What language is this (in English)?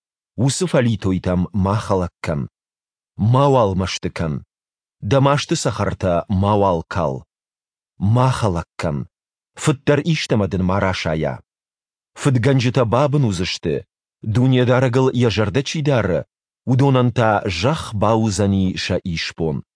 Ossetic